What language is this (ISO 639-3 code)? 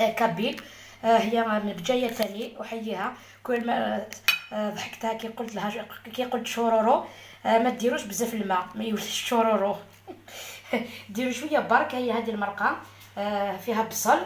arq